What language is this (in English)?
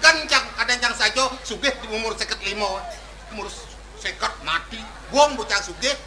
Balinese